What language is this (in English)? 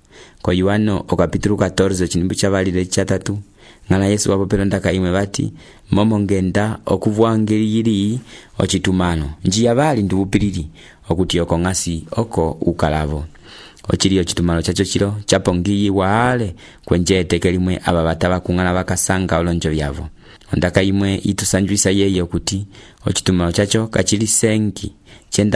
Umbundu